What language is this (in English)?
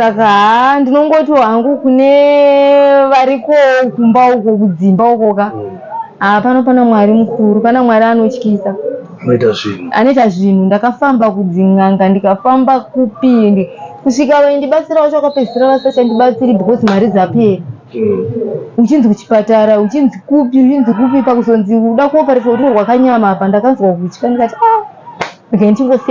Shona